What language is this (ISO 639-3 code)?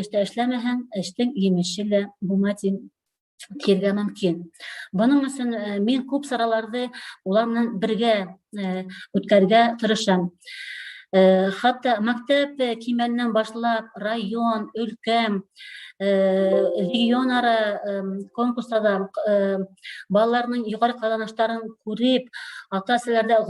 bak